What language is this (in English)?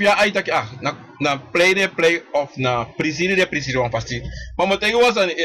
Sranan Tongo